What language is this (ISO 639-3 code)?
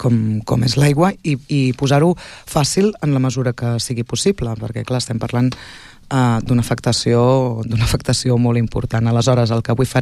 cat